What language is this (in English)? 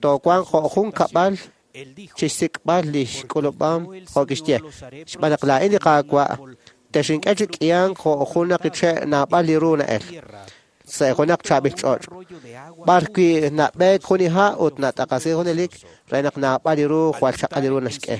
Kekchí